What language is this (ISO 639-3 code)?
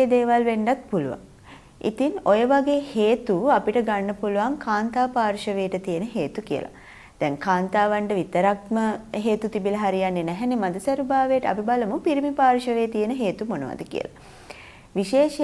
sin